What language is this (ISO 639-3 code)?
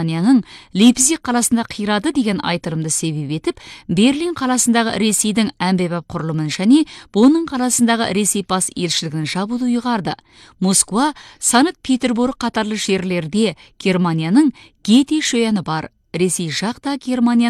kaz